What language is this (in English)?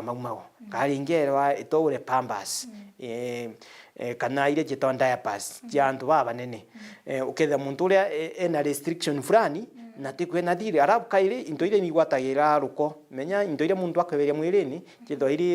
Meru